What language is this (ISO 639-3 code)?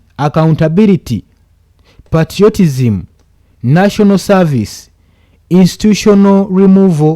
lug